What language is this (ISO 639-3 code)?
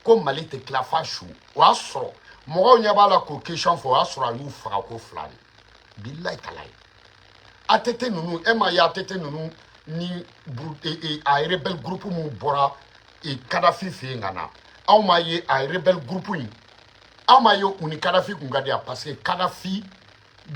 bam